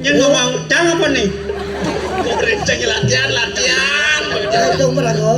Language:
Balinese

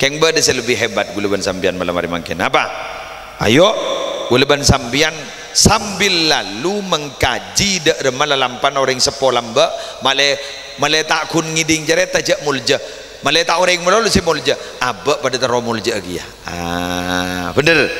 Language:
Madurese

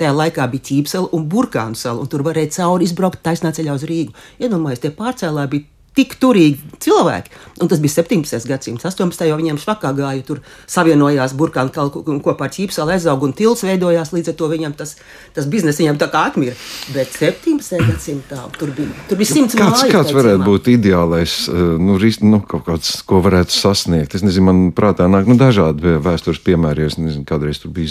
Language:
Latvian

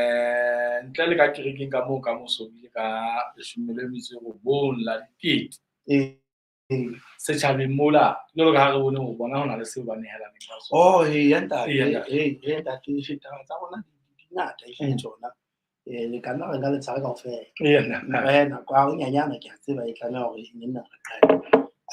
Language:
Southern Sotho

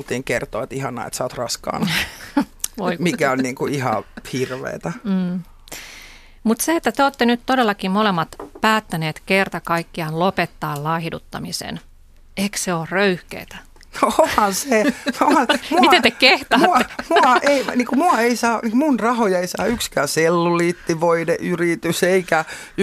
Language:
Finnish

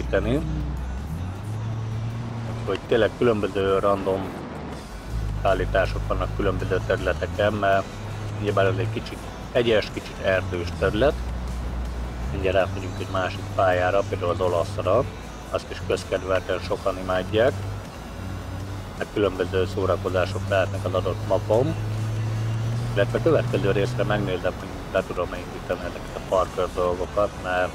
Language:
Hungarian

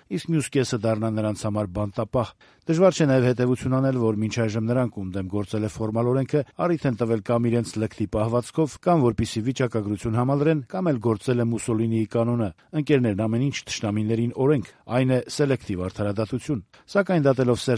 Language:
Armenian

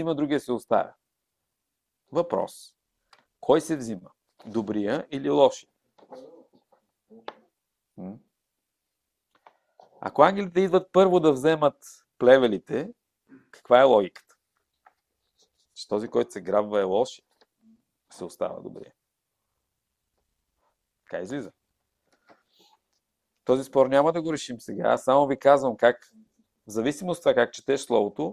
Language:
Bulgarian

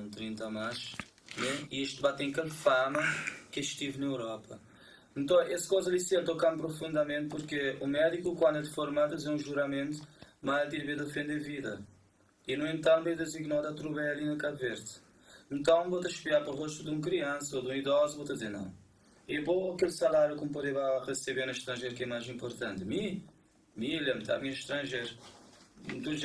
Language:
Kabuverdianu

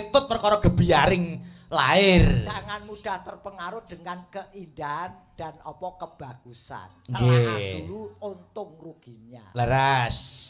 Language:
Javanese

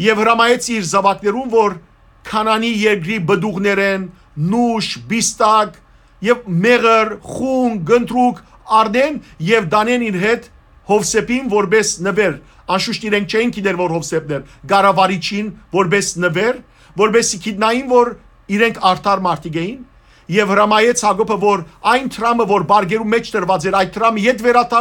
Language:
Western Armenian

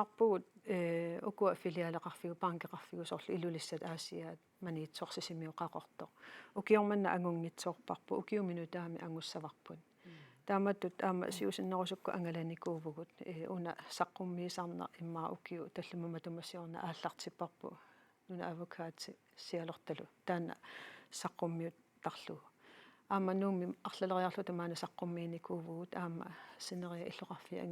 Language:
Kalaallisut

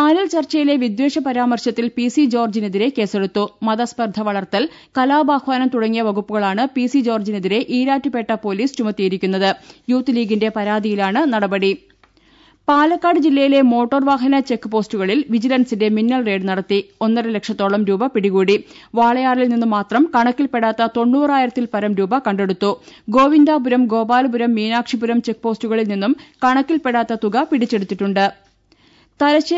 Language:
Malayalam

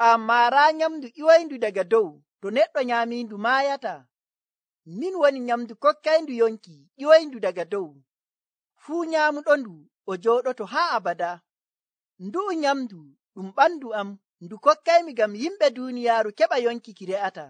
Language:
Nigerian Fulfulde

